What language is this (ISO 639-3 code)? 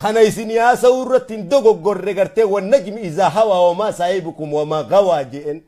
orm